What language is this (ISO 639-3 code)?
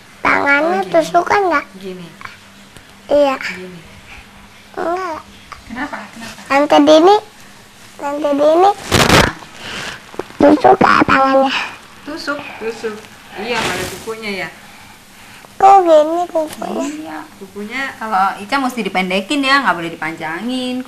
ind